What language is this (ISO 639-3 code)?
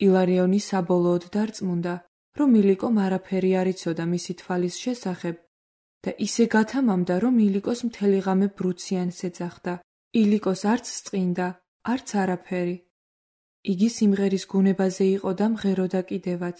kat